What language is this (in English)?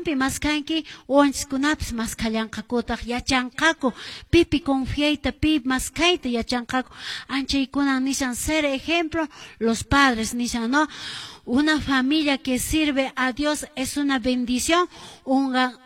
Quechua